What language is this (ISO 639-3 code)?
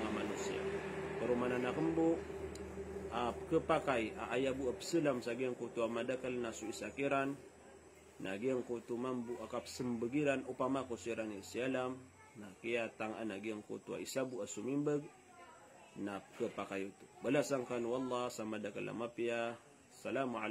mrw